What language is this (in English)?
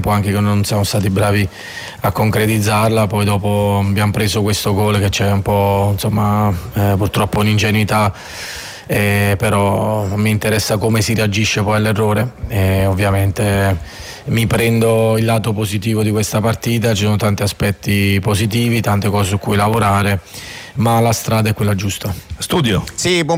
Italian